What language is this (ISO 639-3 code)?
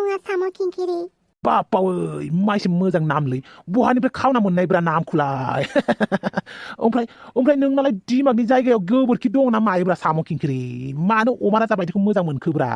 brx